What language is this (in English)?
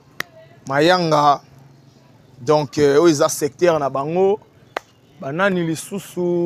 Lingala